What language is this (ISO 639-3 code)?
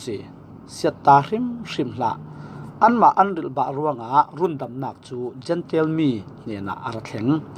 cfm